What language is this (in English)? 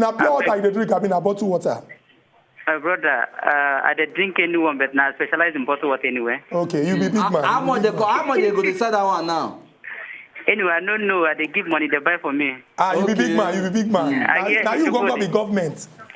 Nigerian Pidgin